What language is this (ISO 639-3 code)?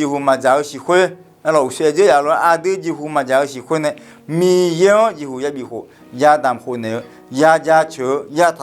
ahk